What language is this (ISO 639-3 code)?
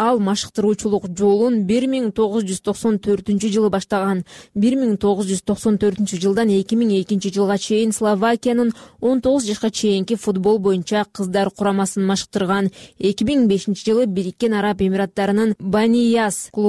kir